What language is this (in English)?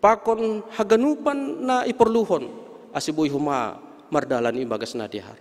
Batak Simalungun